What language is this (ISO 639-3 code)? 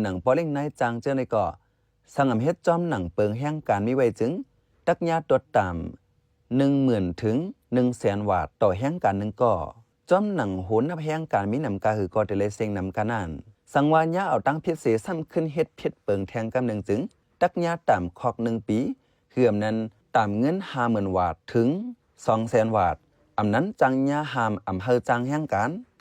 shn